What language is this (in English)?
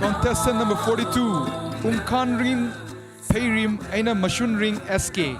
Tangkhul Naga (India)